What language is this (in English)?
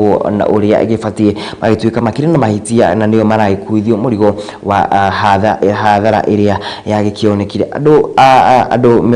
Kikuyu